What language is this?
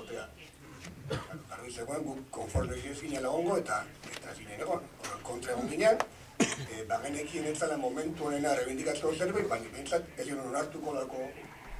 Basque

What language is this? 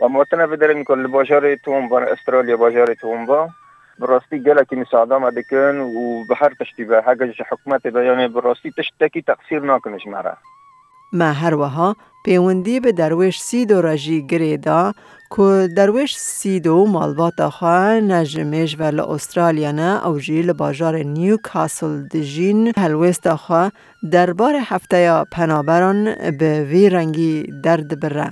Kurdish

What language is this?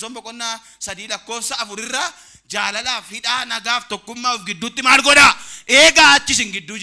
Oromo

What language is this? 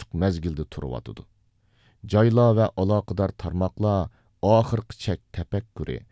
Uyghur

